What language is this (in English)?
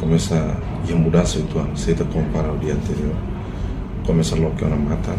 Tetum